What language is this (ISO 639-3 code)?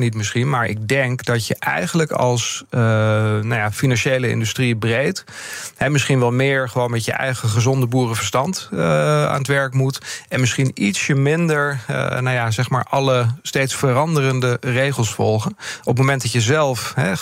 nld